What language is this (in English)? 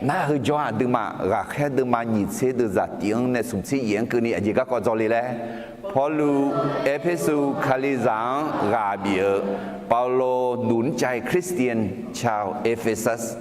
Akha